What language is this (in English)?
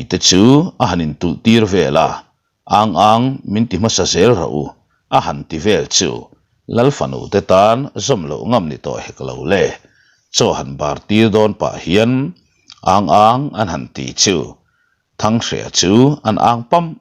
Mizo